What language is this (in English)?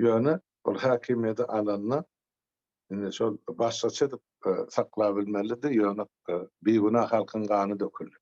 Turkmen